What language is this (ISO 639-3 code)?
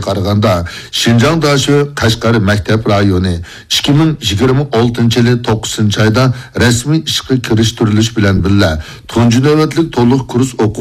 uig